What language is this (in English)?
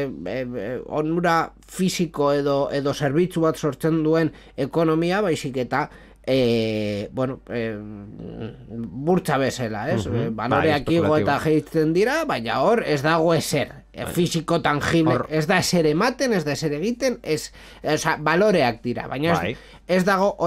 Basque